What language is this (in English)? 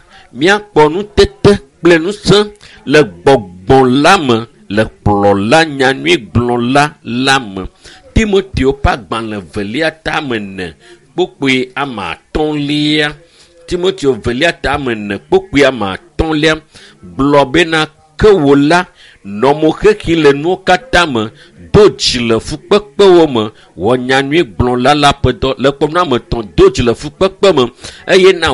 Ewe